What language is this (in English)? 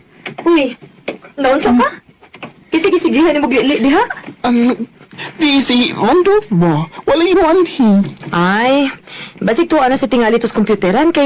Cebuano